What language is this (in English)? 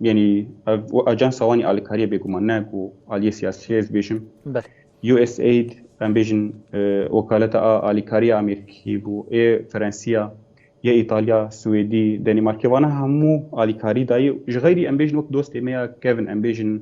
Kurdish